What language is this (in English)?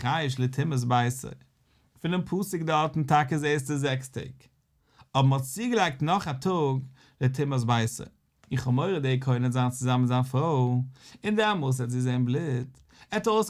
Yiddish